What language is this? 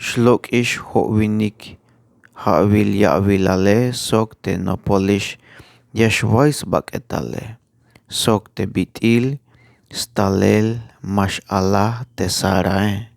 Tzeltal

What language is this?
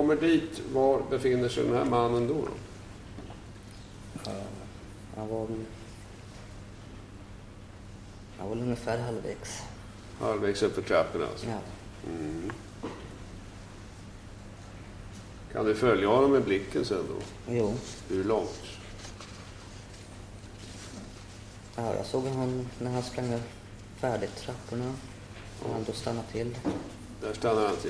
Swedish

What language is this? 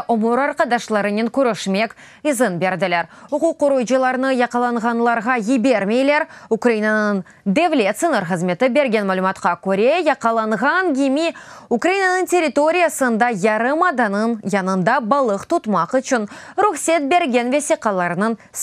Crimean Tatar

